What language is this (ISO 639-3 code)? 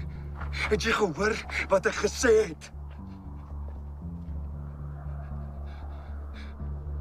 afr